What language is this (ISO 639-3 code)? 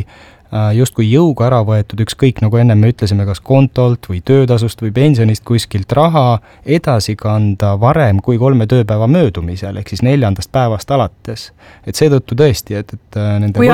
est